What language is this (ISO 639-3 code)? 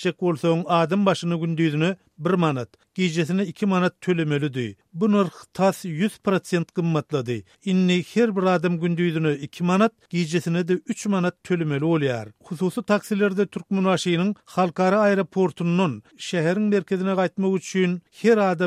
tuk